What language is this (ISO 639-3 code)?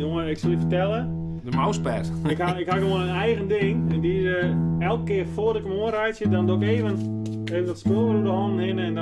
fry